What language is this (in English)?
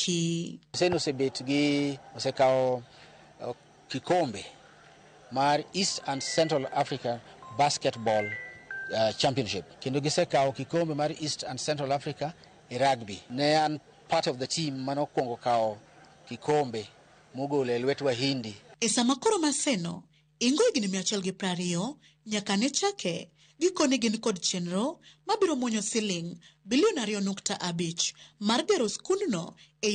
Luo (Kenya and Tanzania)